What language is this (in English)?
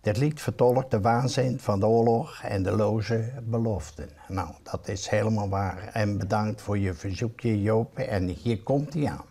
Western Frisian